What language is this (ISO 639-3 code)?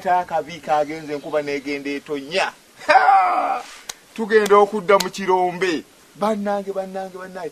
lug